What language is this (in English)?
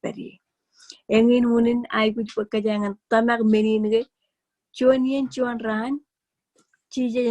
Marshallese